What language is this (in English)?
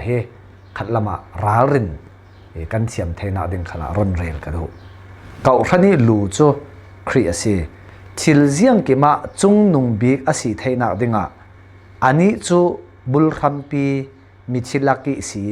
Falam Chin